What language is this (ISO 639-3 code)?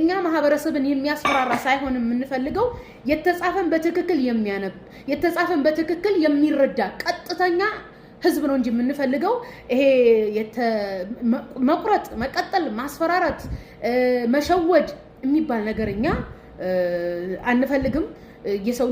amh